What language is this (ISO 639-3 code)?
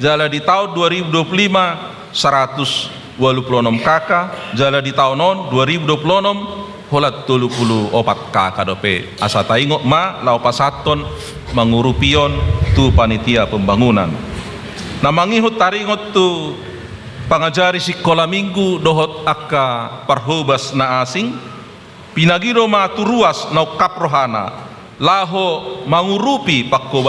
bbc